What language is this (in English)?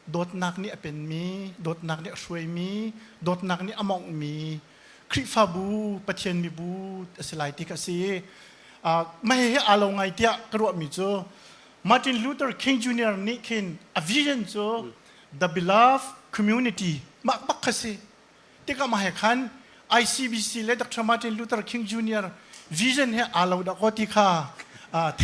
Hakha Chin